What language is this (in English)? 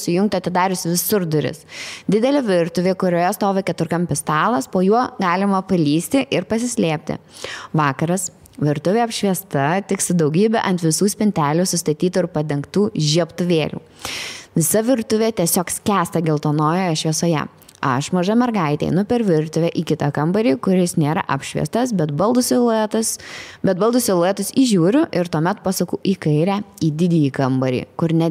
Lithuanian